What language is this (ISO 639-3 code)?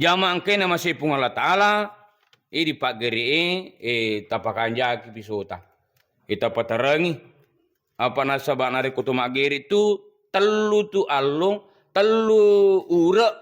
bug